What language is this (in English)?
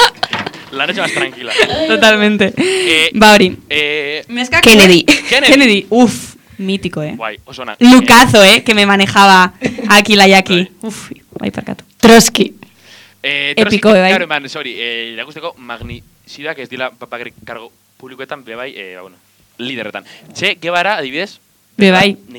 Basque